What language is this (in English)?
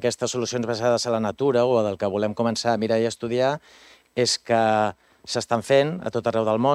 Catalan